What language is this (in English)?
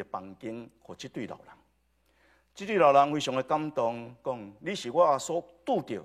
Min Nan Chinese